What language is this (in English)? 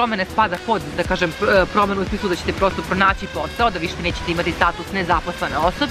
Serbian